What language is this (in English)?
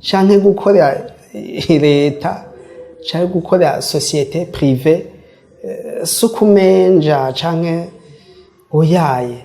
Rundi